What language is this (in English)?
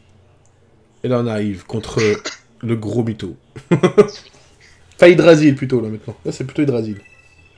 French